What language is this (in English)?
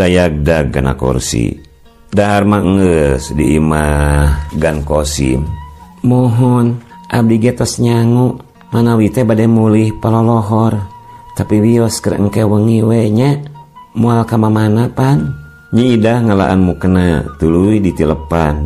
Sundanese